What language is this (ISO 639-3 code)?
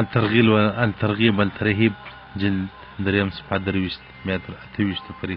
pus